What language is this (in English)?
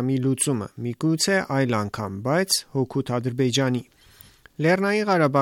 Armenian